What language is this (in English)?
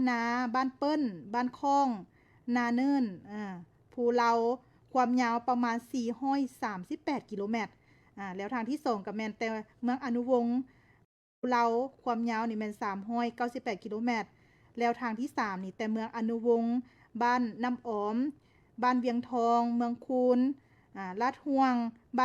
Lao